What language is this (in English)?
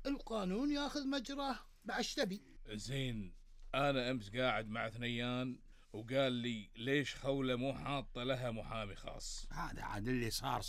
Gulf Arabic